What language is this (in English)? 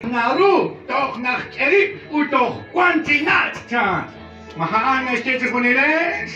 Kekchí